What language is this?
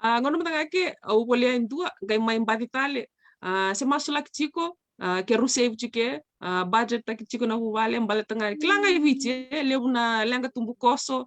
Fijian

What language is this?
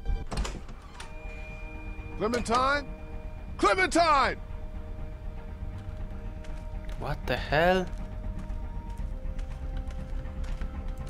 Polish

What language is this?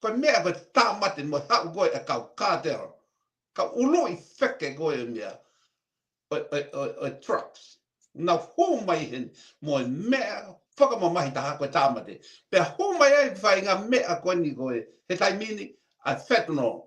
Tongan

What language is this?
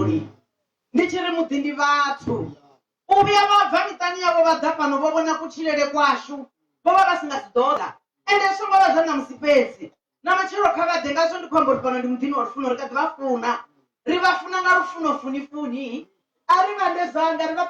Venda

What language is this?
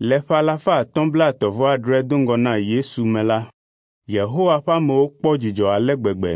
Ewe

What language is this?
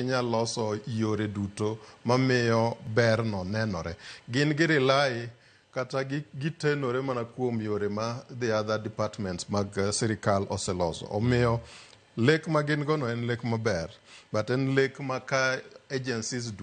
Luo (Kenya and Tanzania)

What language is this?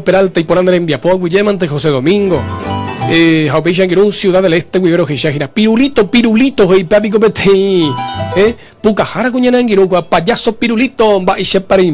Guarani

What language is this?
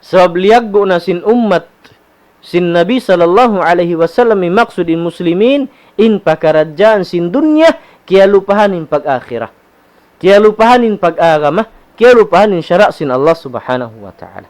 Tausug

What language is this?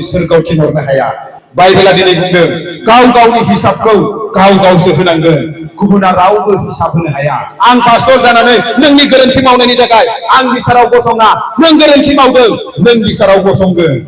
Bodo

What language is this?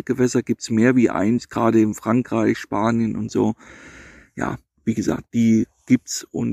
German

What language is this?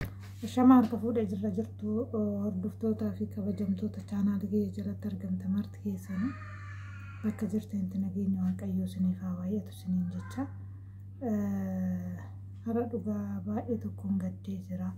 Oromo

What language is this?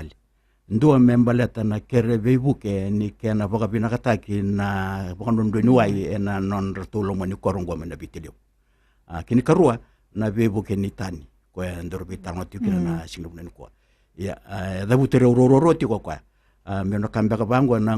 Fijian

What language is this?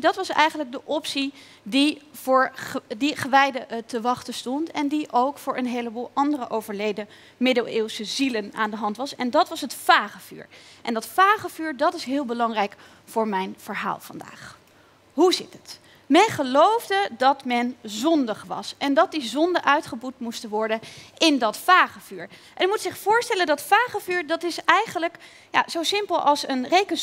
Dutch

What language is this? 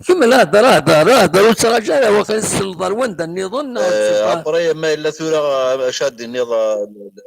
Kabyle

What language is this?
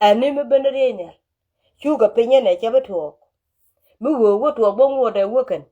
Nuer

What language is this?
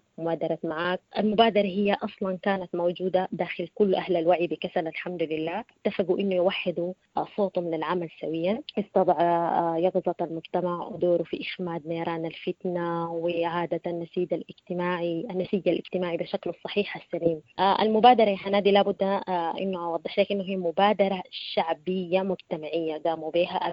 Sudanese Arabic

